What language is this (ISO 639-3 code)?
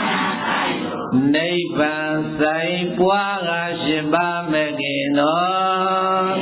mya